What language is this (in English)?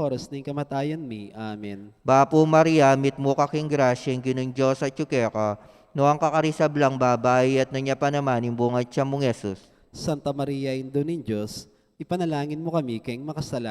Pampanga